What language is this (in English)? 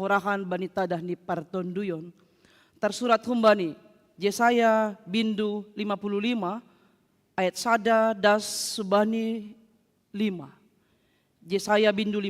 Batak Simalungun